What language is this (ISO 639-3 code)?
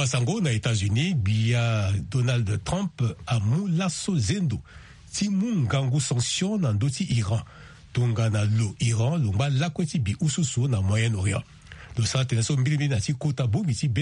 sag